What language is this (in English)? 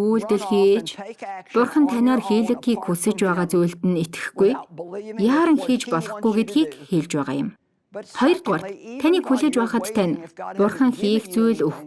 Mongolian